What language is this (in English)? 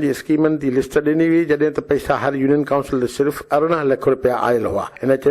Sindhi